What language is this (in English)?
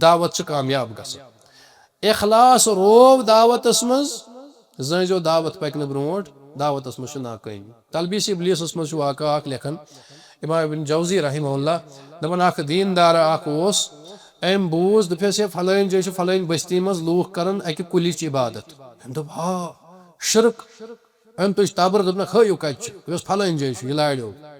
Kashmiri